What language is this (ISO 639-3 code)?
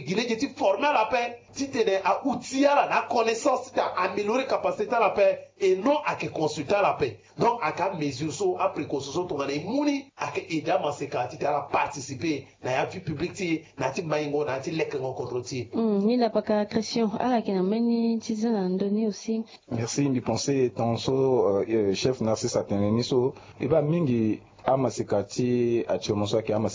sag